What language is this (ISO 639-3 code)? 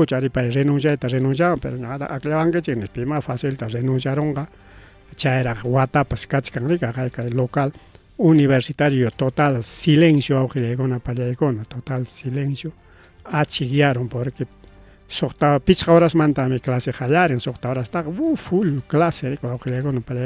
quy